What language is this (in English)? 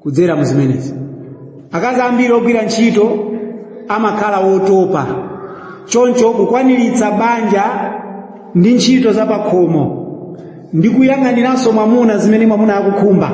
Nyanja